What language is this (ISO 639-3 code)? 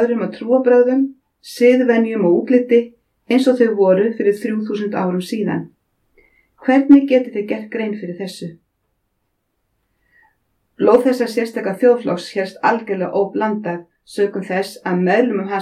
isl